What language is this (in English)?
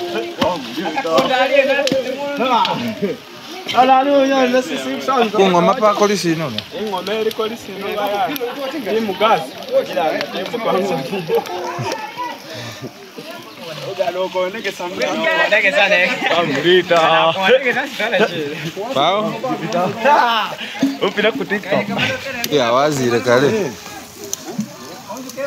Swahili